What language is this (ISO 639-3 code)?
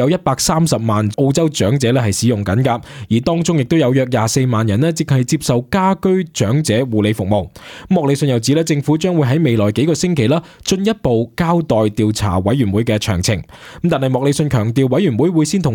yue